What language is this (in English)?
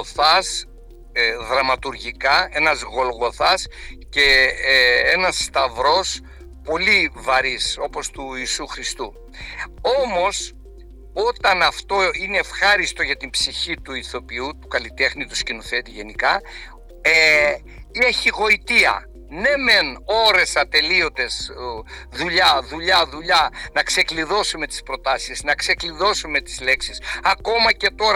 Greek